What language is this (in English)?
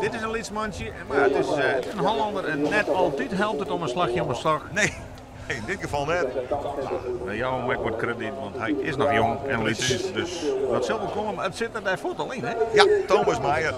Western Frisian